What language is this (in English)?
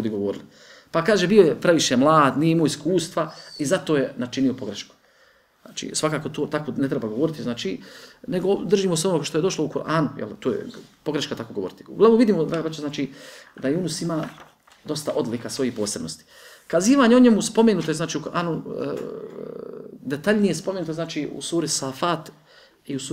Bosnian